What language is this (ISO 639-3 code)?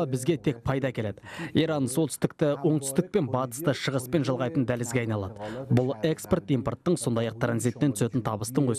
kaz